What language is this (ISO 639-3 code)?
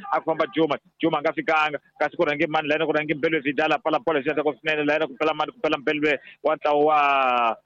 tso